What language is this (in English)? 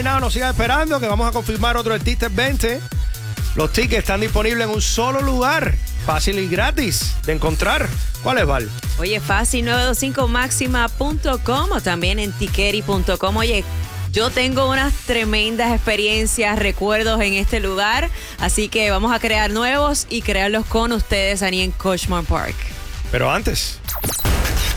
Spanish